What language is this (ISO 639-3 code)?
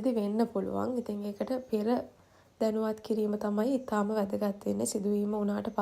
sin